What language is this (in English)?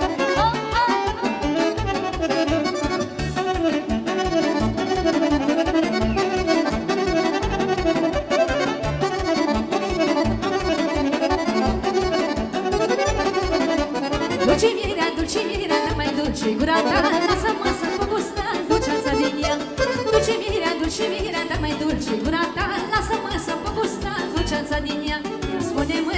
Romanian